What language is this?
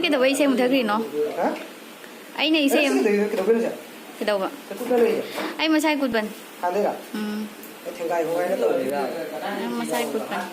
Manipuri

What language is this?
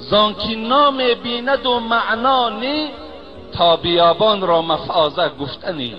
Tajik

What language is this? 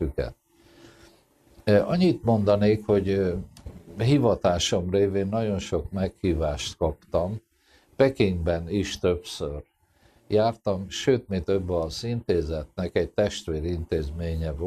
Hungarian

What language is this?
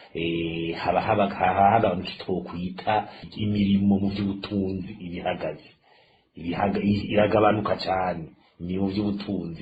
Rundi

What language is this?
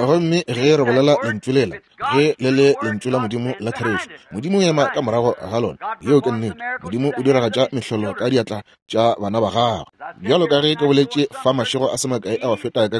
Northern Sotho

